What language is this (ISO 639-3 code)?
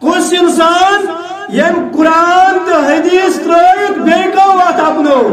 kas